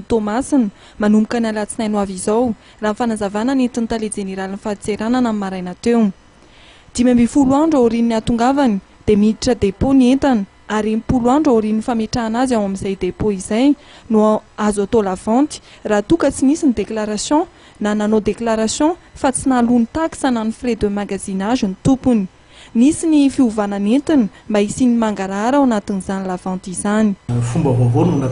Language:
Malagasy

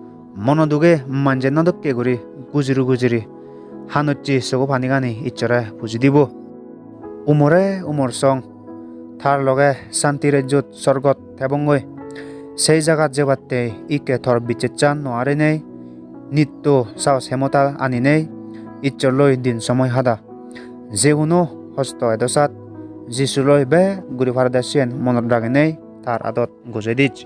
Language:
Chakma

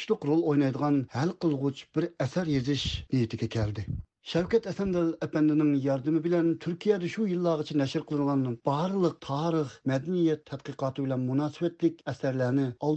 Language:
Uyghur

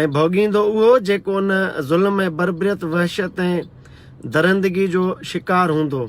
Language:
Sindhi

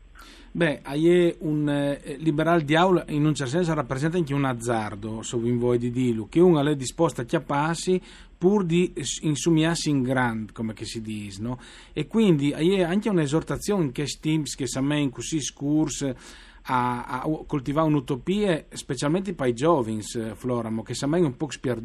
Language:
Friulian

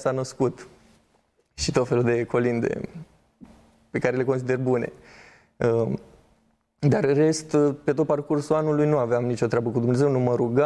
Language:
Romanian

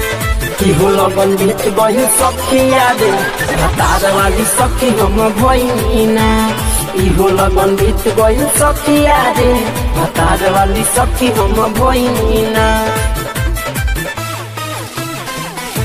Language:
Bhojpuri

